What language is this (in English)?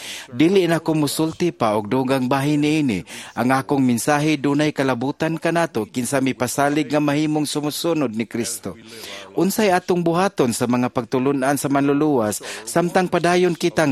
Cebuano